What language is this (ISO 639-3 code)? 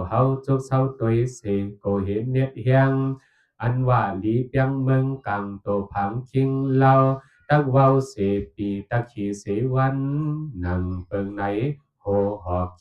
shn